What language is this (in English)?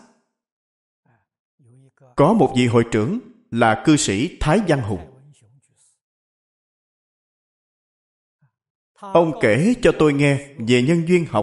Vietnamese